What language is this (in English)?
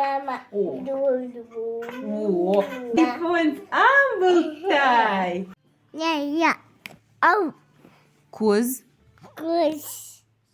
Ossetic